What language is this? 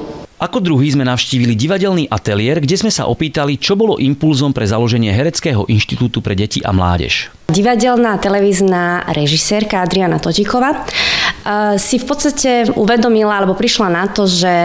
Slovak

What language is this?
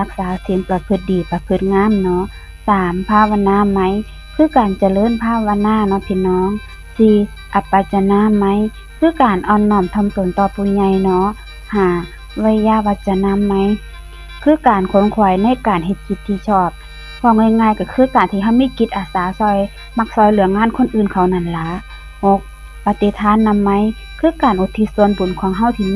Northeastern Thai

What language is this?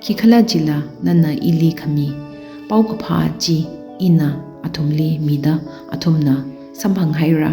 Tangkhul Naga (India)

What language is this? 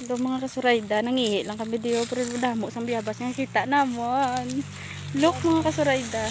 Hiligaynon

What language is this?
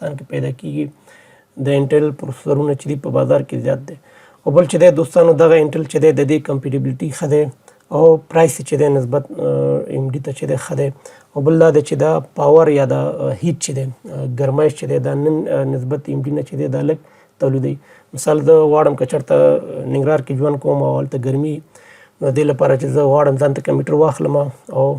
Pashto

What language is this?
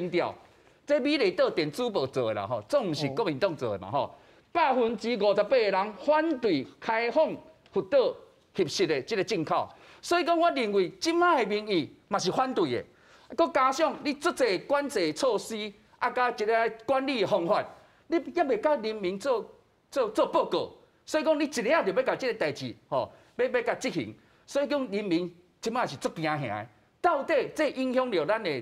Min Nan Chinese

